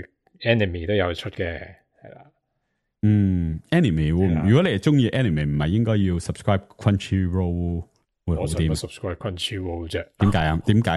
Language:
Cantonese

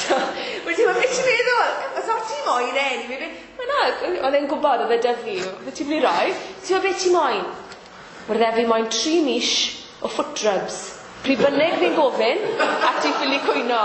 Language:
Welsh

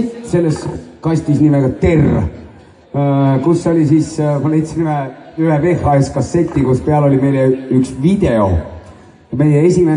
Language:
Estonian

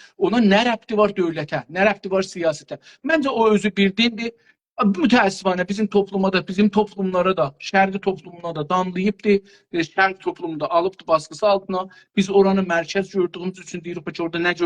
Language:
South Azerbaijani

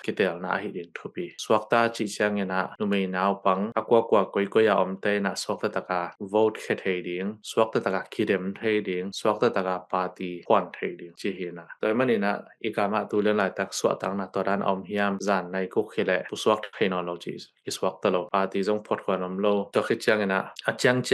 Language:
Tedim Chin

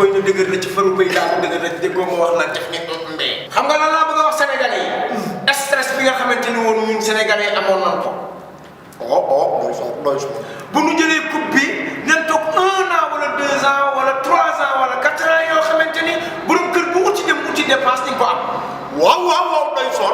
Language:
Wolof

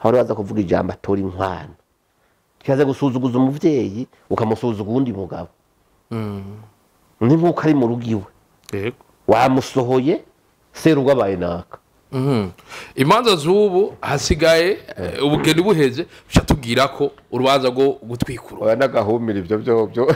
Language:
Rundi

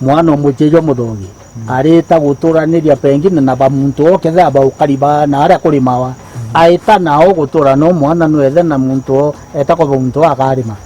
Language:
Meru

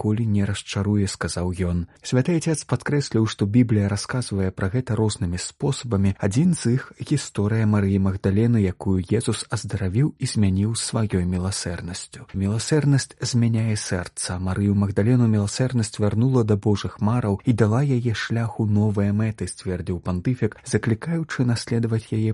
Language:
Belarusian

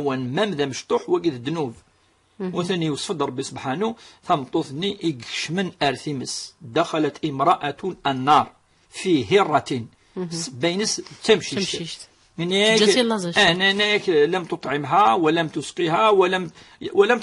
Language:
Kabyle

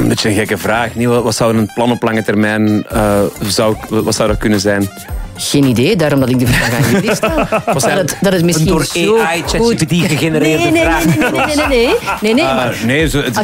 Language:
Dutch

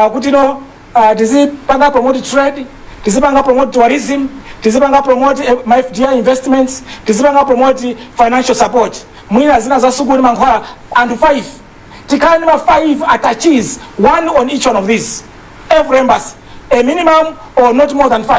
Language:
Nyanja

